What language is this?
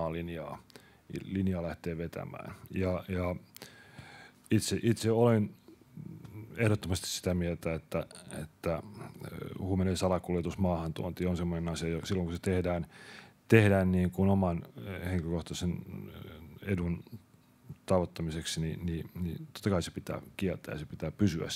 Finnish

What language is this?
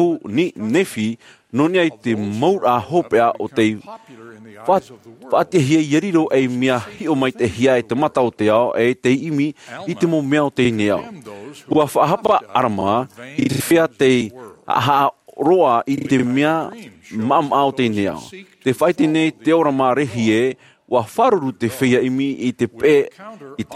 Tahitian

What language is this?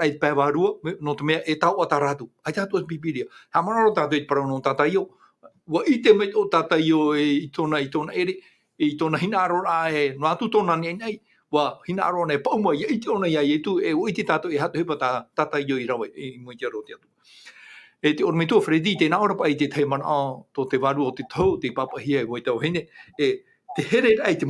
Tahitian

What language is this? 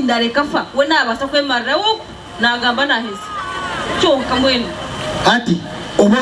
Nyankole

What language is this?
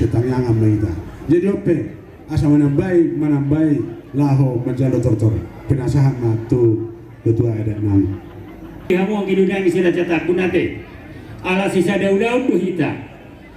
Batak Toba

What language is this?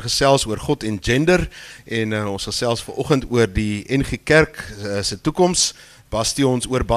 Afrikaans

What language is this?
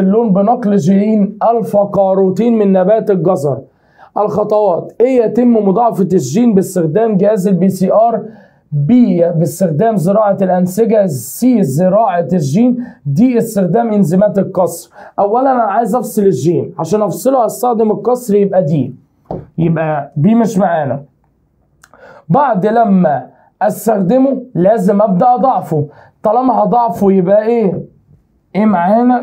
Egyptian Arabic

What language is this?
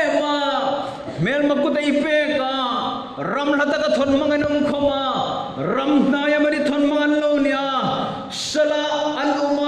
Hmar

